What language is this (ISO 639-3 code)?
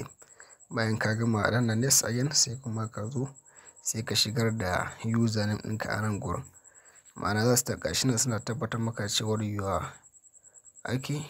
hau